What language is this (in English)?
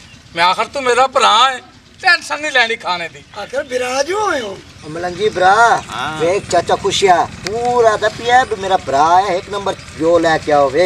Punjabi